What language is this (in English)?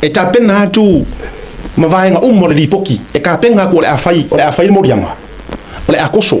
Samoan